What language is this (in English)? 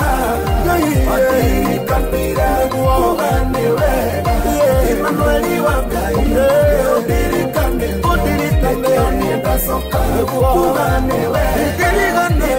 Kikuyu